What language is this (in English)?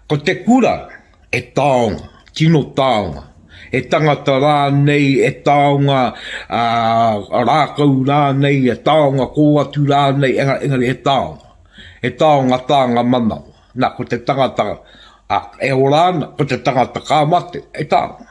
Māori